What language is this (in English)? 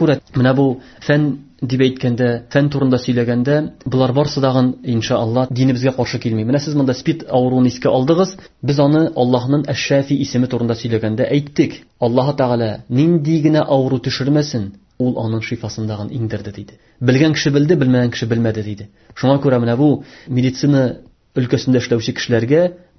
Tatar